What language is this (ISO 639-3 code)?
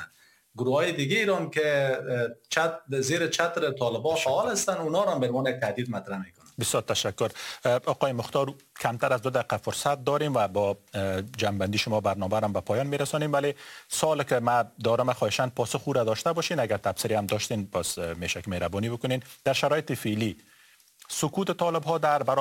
fas